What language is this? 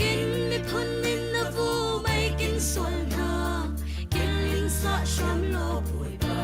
Falam Chin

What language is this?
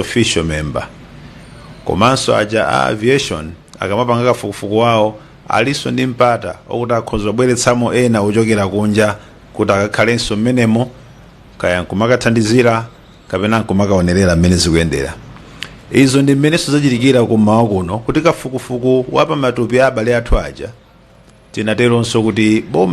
Nyanja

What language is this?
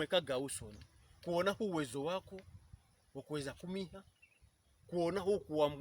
Pokomo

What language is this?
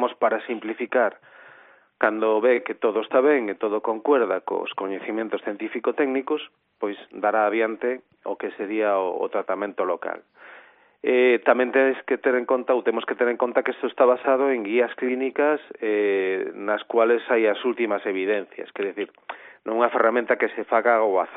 Galician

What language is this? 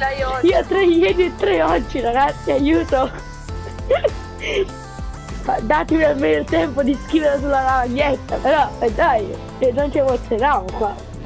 Italian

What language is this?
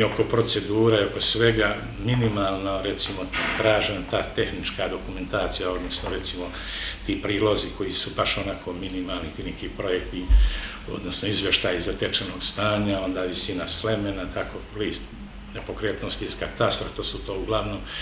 Serbian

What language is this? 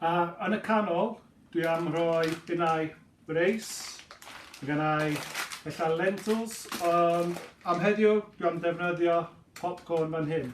Welsh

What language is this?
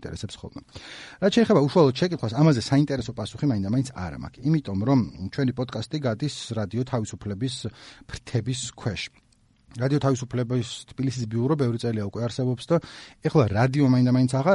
Georgian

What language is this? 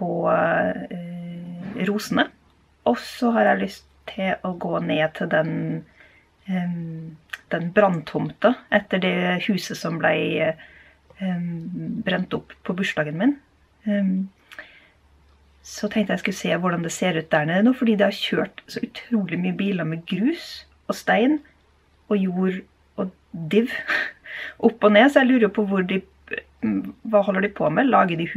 Norwegian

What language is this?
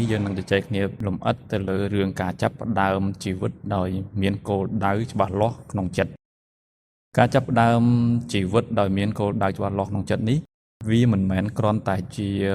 Khmer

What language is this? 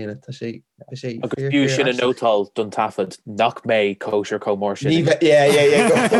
Irish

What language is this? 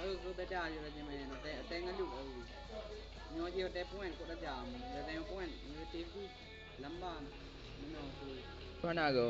Achinese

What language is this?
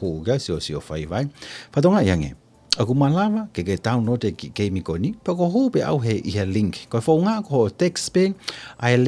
Tongan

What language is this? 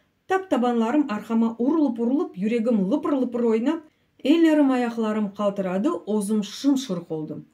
Crimean Tatar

